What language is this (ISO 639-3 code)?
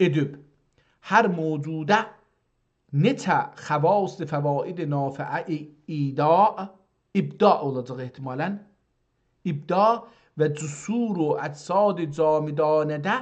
azb